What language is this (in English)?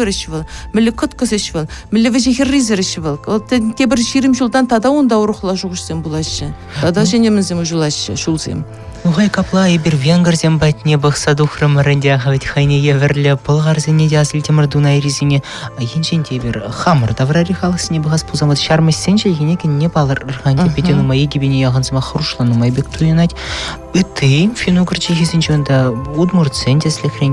Chuvash